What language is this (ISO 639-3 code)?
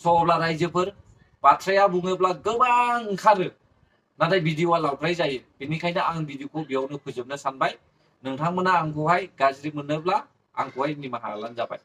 brx